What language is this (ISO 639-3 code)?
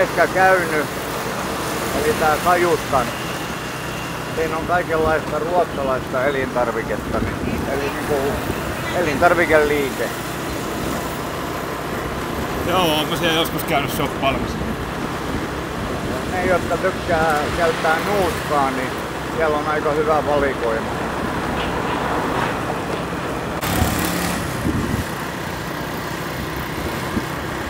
fin